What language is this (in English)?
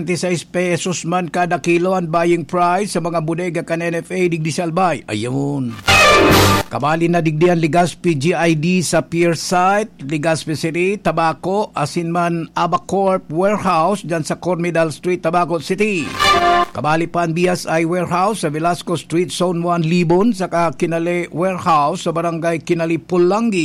Bikol